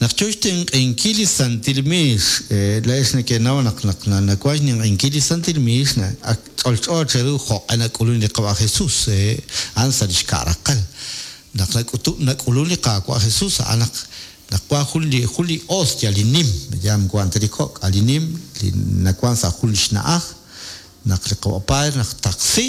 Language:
Kekchí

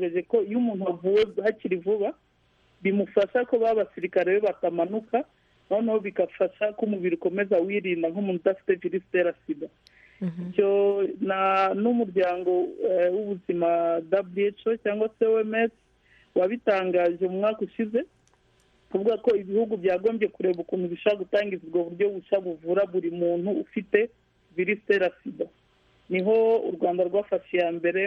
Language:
Kinyarwanda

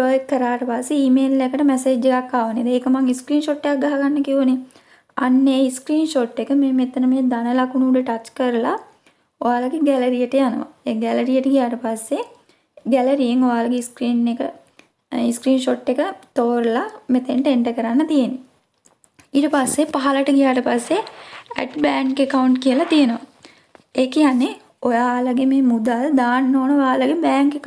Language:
Sinhala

